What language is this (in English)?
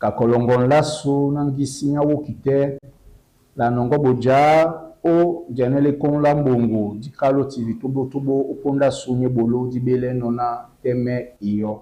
Duala